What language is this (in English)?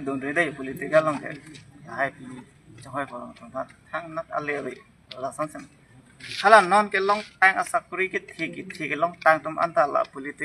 Karbi